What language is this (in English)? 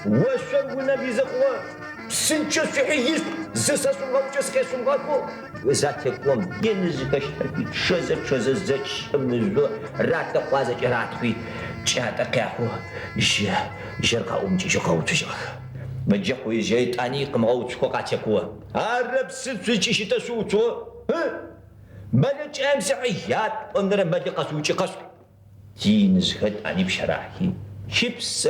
Adyghe